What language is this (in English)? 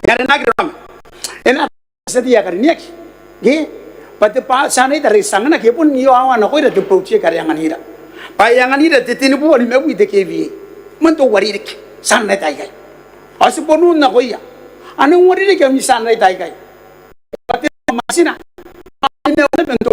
Gilbertese